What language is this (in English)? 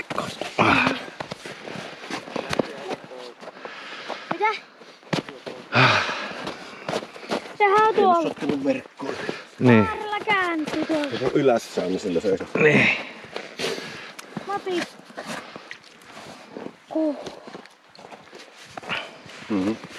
Finnish